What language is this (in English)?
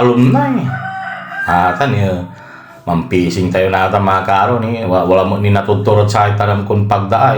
Pangasinan